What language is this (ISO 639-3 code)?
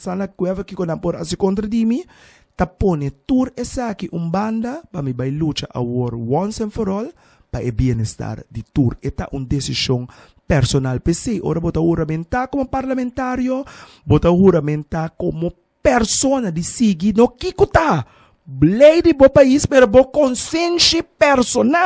pap